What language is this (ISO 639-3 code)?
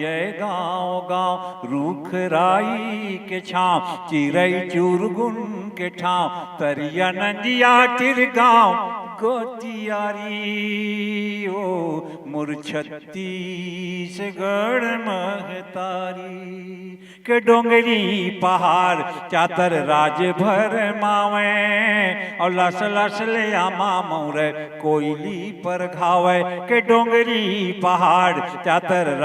hne